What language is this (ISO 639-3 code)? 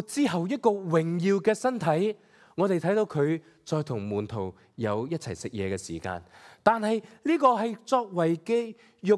yue